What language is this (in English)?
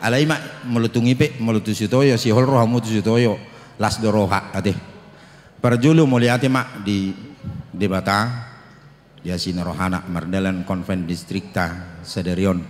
Batak Toba